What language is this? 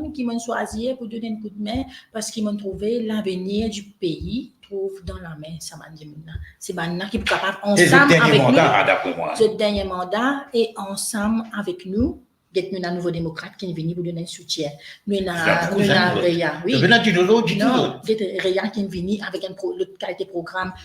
Morisyen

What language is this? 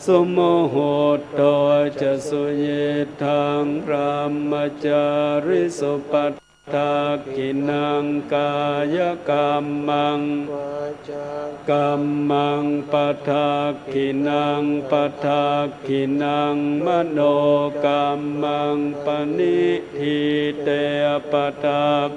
Pali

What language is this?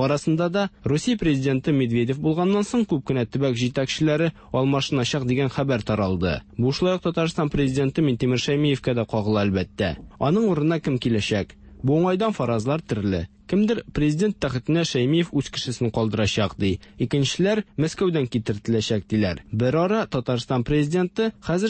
Tatar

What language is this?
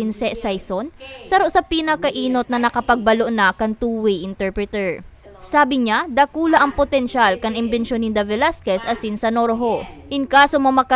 Bikol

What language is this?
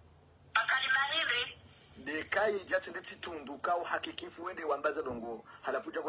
Swahili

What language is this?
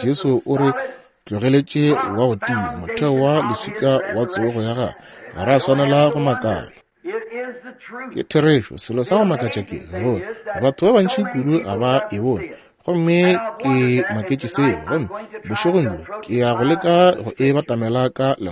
Northern Sotho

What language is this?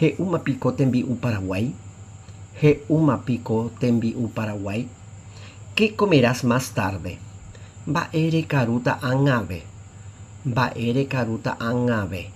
Guarani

